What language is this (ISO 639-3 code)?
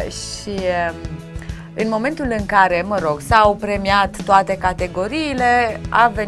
ron